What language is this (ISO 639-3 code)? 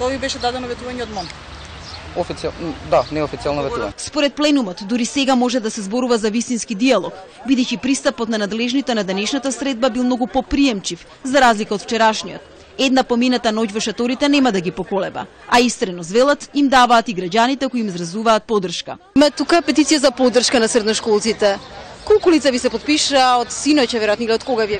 mkd